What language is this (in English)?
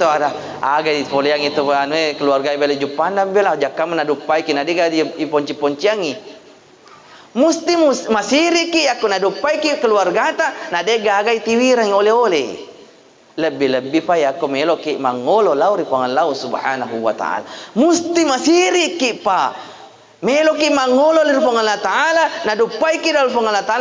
Buginese